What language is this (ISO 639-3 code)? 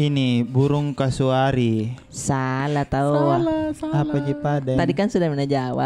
mfp